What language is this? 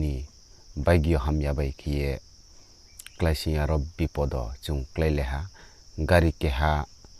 Riang (India)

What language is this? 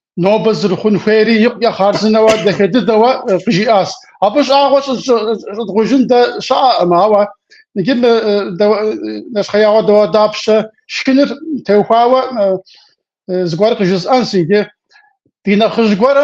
Kabardian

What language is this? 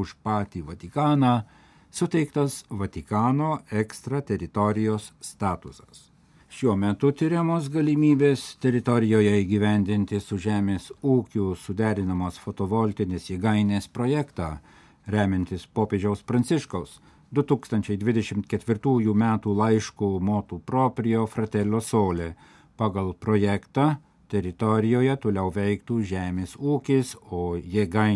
Lithuanian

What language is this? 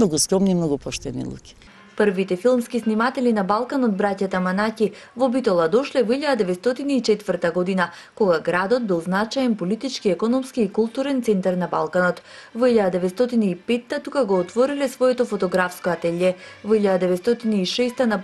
Macedonian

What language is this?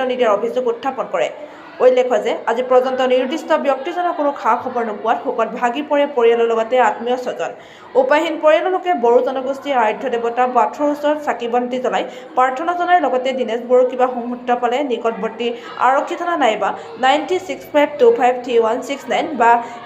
Assamese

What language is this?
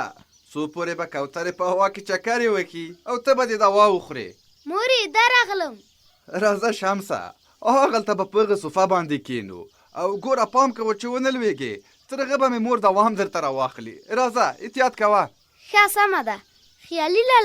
Pashto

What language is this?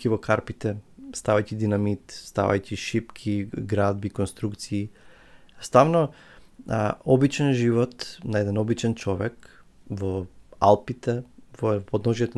Macedonian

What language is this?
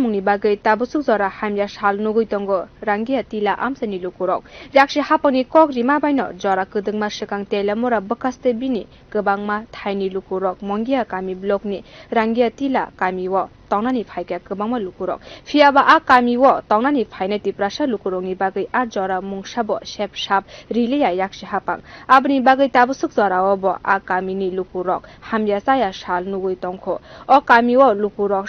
Kok Borok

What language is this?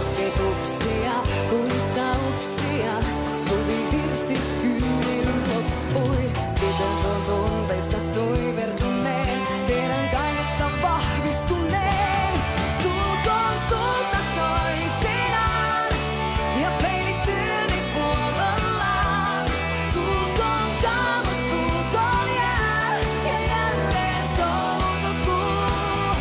Finnish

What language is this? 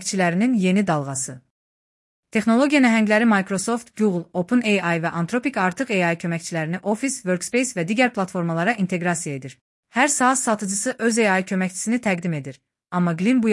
Azerbaijani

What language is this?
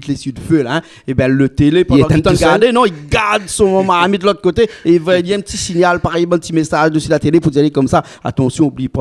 Réunion Creole French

